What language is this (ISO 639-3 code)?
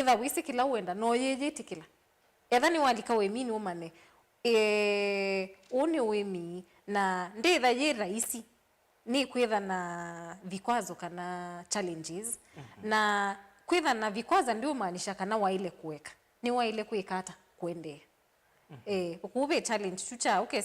kam